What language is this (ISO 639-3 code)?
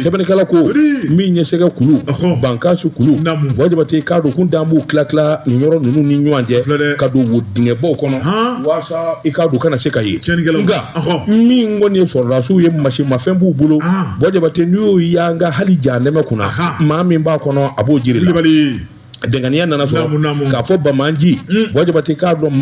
bam